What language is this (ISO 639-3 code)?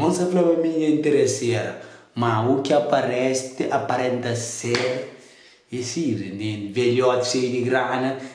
kea